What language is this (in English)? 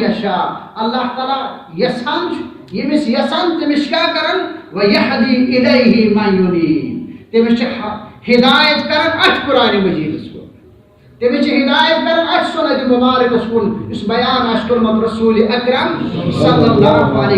Kashmiri